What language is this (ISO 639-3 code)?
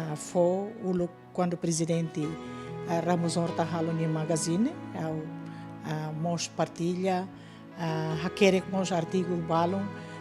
tet